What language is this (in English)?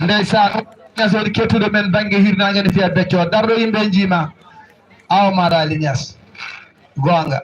Fula